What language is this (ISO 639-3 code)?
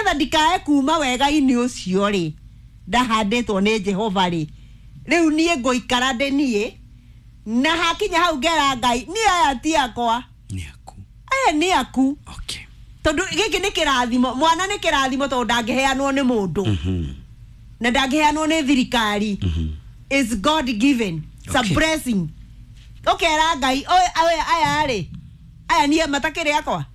kik